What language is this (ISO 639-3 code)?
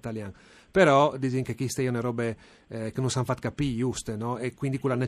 fur